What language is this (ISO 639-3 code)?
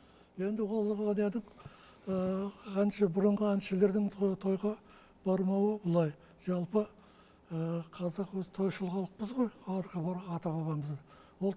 kaz